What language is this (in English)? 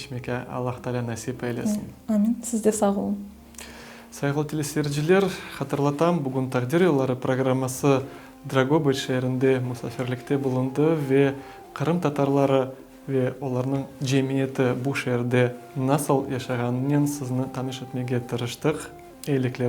Crimean Tatar